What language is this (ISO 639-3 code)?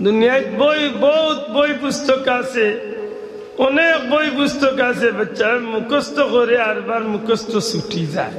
syl